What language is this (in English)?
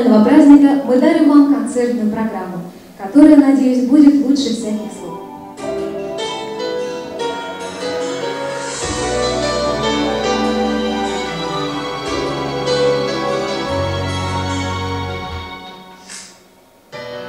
Russian